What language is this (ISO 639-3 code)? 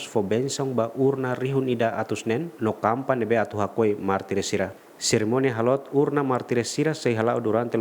tet